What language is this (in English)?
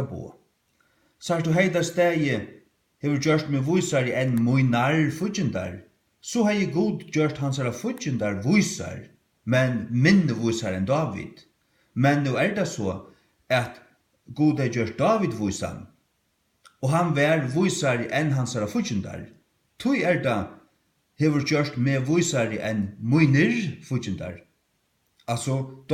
Faroese